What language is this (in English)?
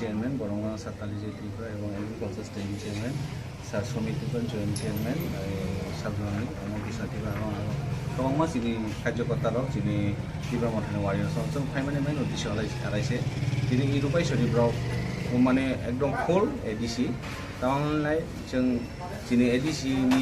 Kok Borok